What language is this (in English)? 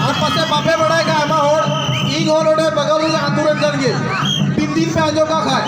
Santali